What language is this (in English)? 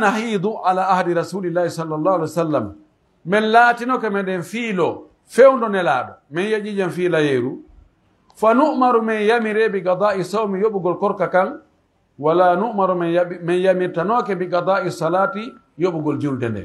Pular